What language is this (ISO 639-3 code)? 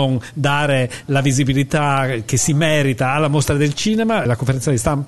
ita